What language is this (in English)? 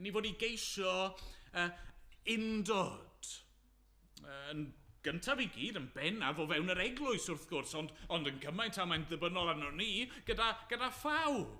Welsh